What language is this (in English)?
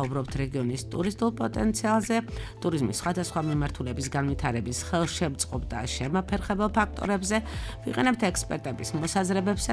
Georgian